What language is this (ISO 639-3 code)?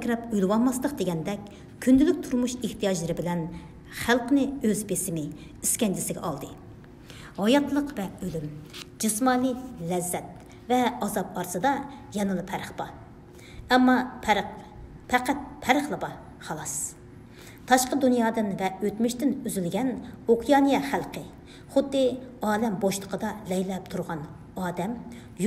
uig